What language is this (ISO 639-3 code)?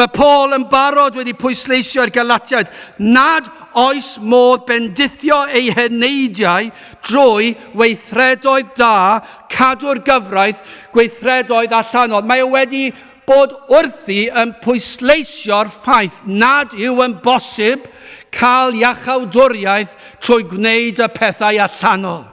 cym